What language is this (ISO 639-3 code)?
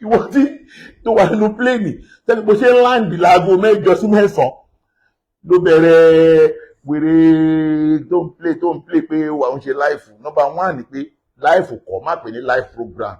yor